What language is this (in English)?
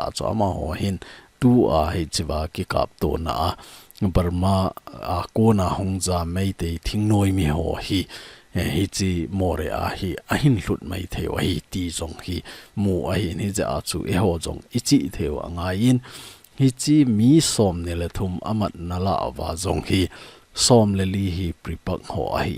Thado Chin